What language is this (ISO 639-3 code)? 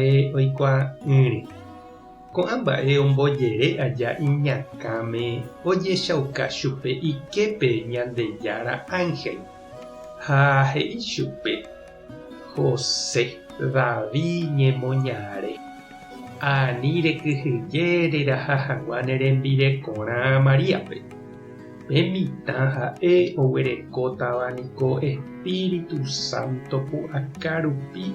grn